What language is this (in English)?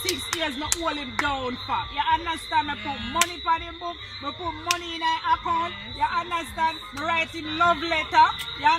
Jamaican Creole English